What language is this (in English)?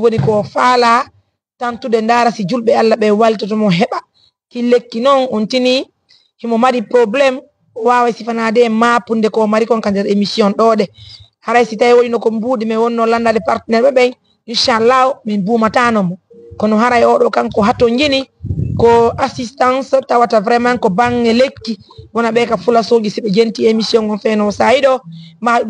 Fula